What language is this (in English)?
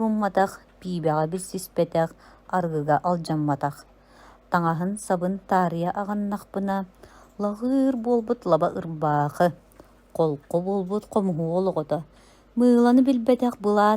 Yakut